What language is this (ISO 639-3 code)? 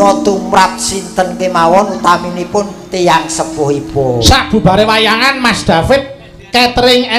jav